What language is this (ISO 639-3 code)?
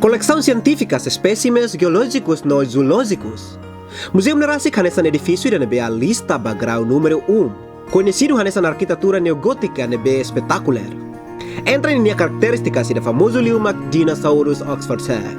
tet